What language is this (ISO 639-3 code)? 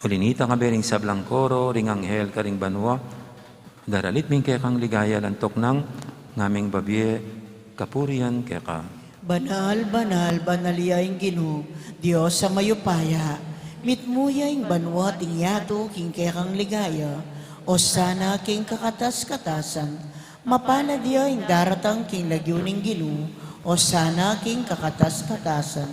pam